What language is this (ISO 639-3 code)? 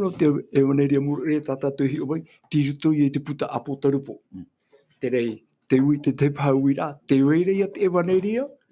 tah